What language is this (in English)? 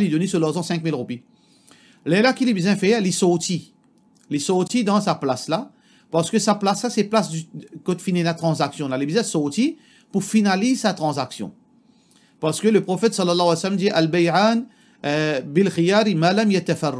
Morisyen